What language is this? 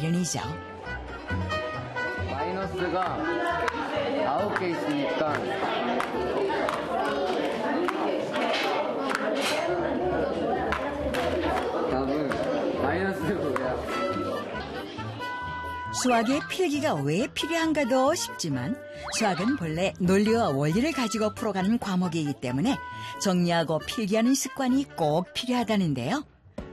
Korean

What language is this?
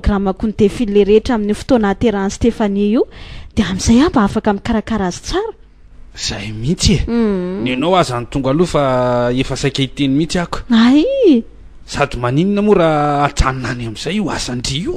Malagasy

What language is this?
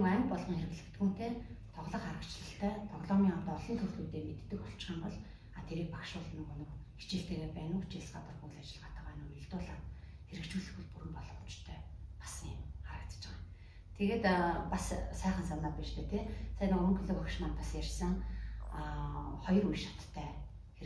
Mongolian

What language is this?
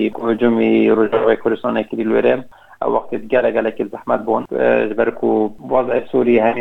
Kurdish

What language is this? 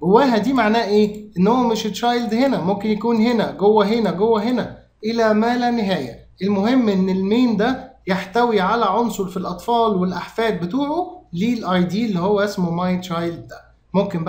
Egyptian Arabic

